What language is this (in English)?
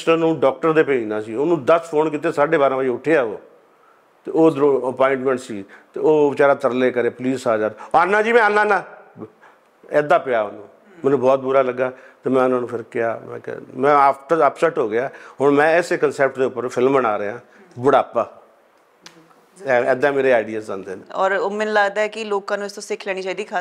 Punjabi